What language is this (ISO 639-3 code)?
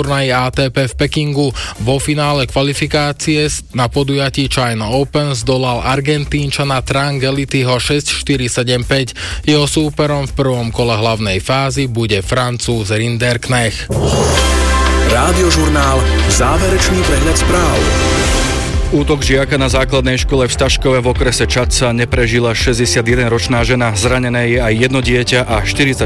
slk